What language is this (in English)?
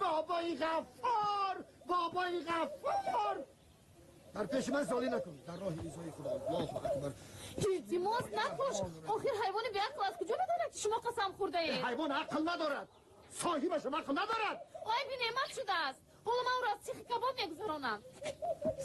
Tajik